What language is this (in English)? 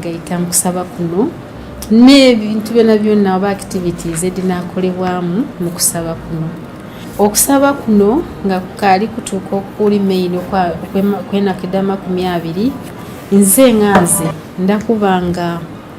Soga